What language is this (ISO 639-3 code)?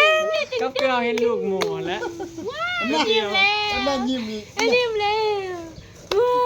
tts